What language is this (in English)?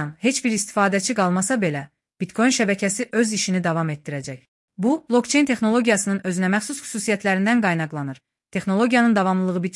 Azerbaijani